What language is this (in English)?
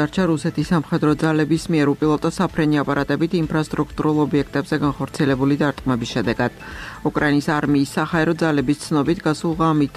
Georgian